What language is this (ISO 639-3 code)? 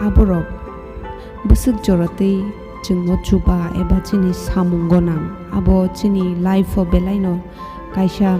trp